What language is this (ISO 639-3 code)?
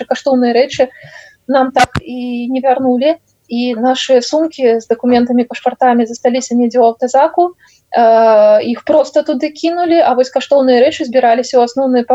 bel